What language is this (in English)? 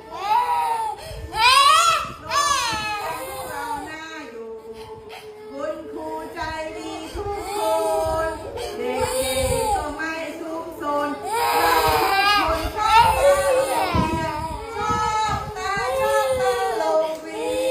Lao